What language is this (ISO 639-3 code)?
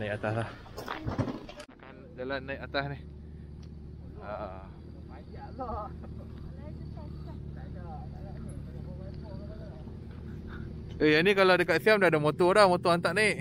msa